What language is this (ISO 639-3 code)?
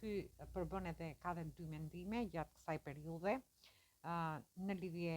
sqi